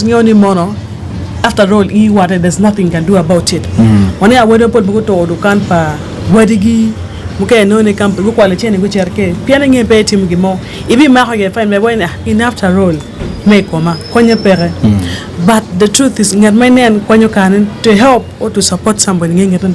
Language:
Acoli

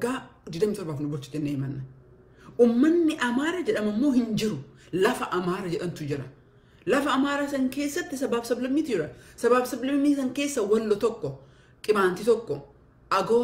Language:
Oromo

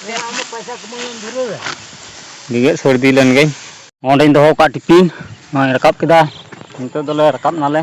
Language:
Santali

